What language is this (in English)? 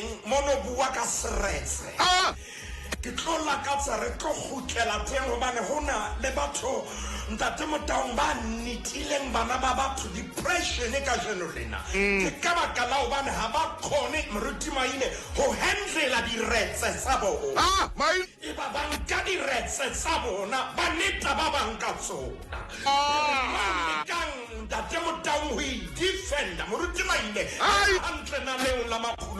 Southern Sotho